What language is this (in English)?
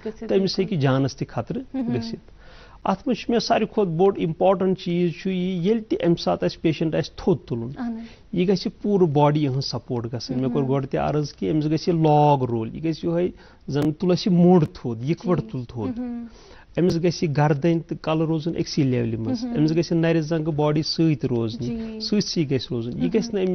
Kashmiri